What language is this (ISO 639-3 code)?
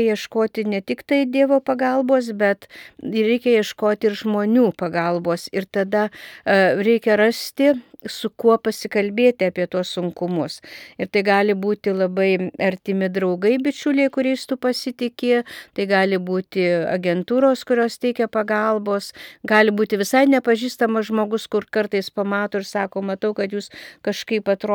lit